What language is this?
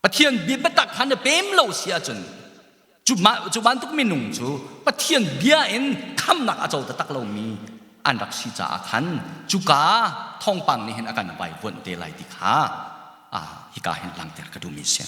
Hakha Chin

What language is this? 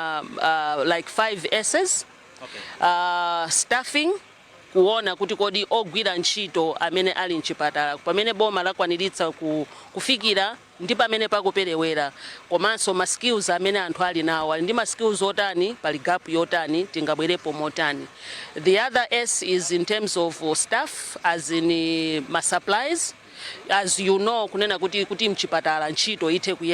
Nyanja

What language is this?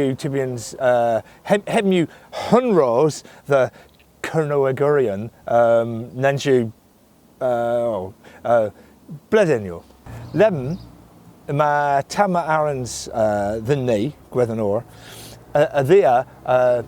Cornish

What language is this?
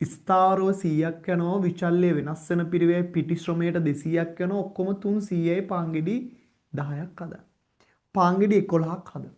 Sinhala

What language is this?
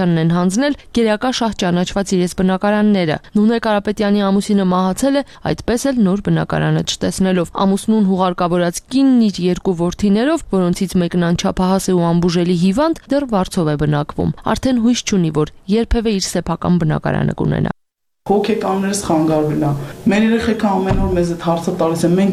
Armenian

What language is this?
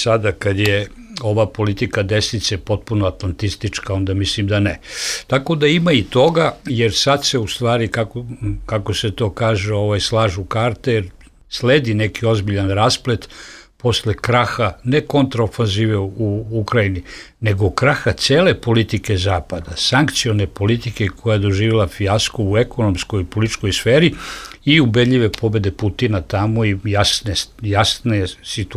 Serbian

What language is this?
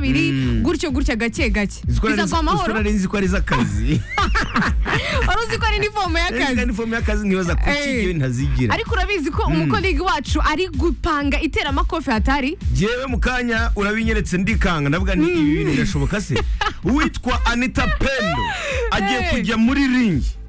Kinyarwanda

